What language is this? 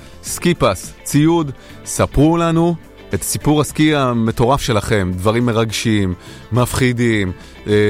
Hebrew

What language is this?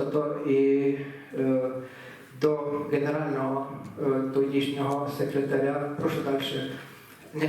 Rusyn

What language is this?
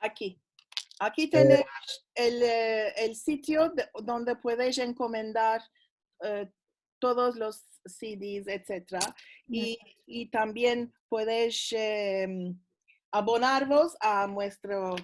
Ladino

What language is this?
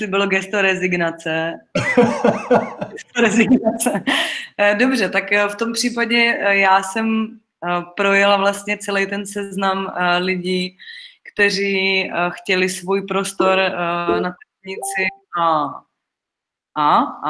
Czech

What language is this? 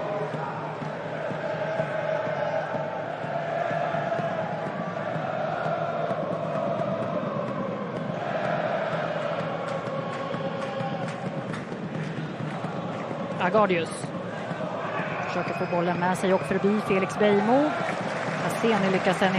Swedish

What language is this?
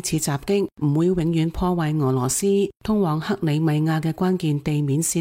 Cantonese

